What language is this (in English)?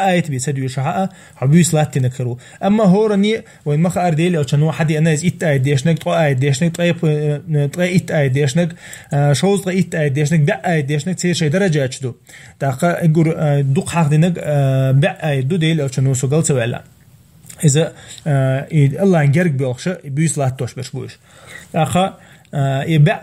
Chechen